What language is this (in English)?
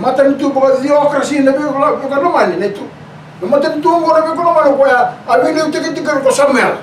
Fijian